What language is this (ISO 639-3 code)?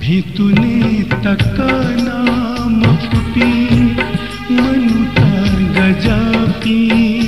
new